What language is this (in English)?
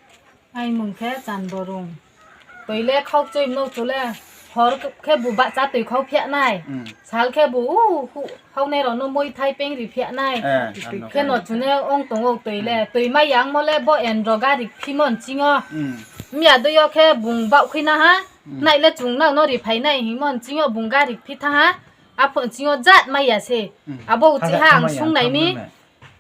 Riang (India)